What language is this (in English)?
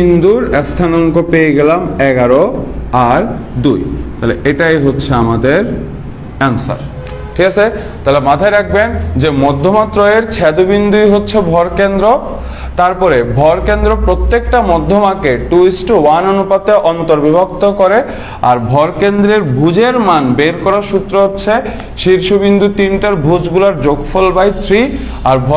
Bangla